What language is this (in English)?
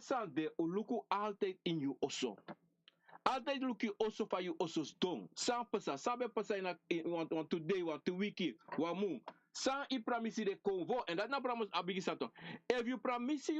Sranan Tongo